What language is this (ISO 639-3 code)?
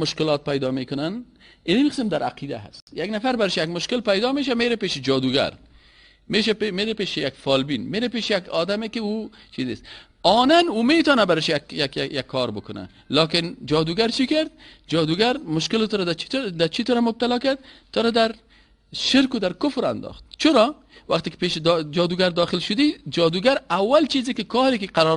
fas